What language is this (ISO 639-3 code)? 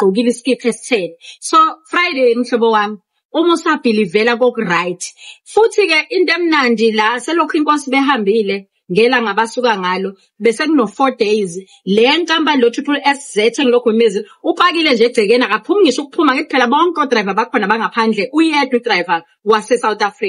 zul